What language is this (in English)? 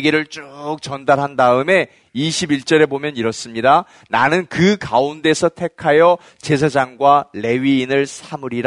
Korean